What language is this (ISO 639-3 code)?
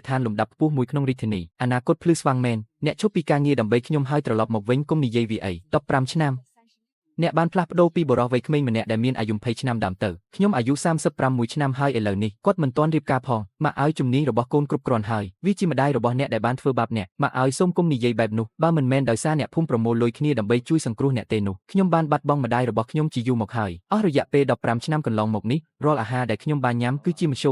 khm